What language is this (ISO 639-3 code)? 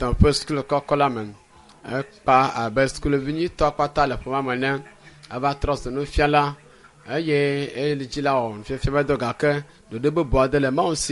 ewe